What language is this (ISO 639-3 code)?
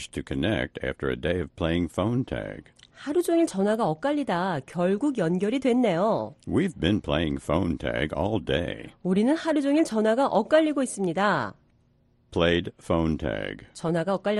kor